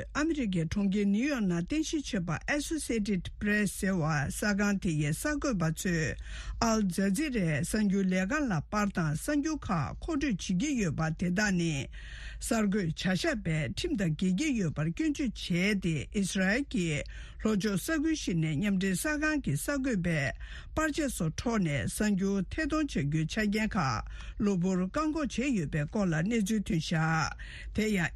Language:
Tibetan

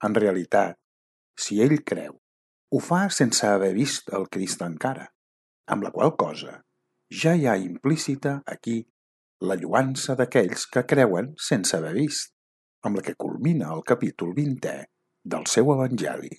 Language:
Catalan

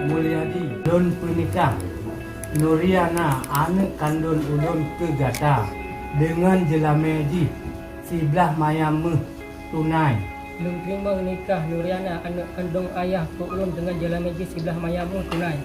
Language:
Achinese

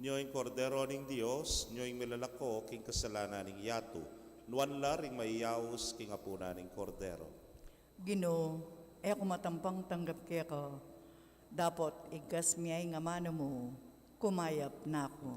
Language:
Pampanga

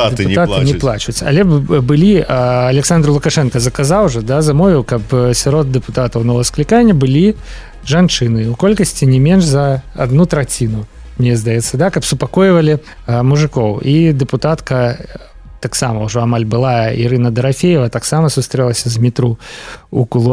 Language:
Belarusian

